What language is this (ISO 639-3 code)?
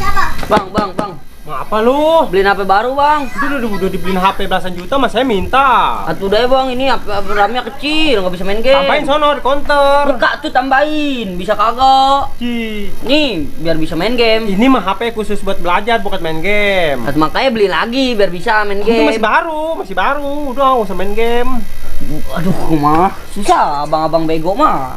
bew